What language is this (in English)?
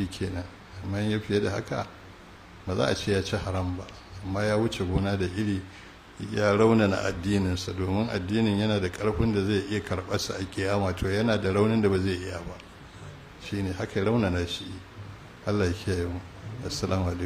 Hausa